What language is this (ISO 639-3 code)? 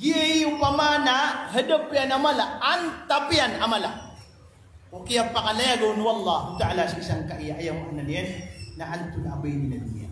mrw